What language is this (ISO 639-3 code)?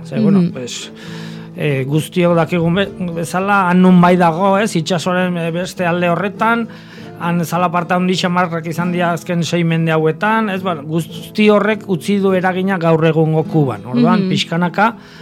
eus